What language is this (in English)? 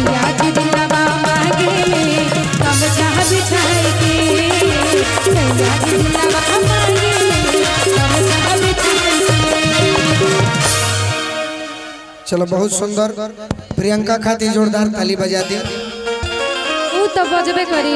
Bhojpuri